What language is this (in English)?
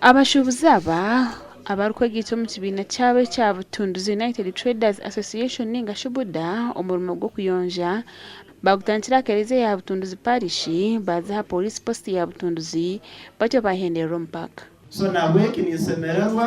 Nyankole